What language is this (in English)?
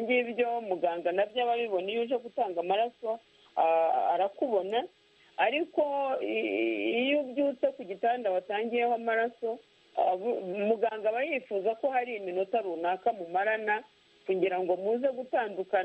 Kinyarwanda